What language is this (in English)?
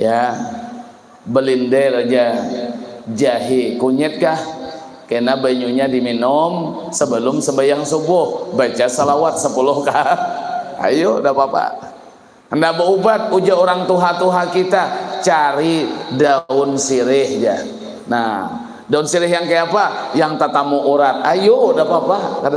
Banjar